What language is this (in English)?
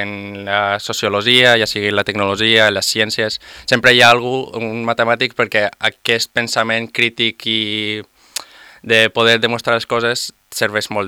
Catalan